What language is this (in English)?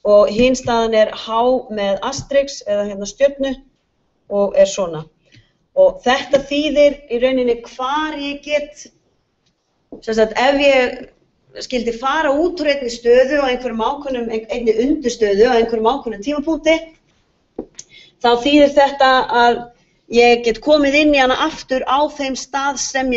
Icelandic